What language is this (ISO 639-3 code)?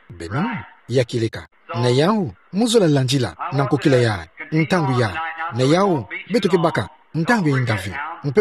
ktu